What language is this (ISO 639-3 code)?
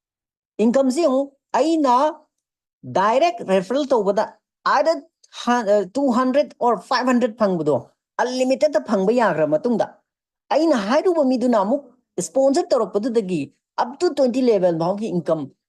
mni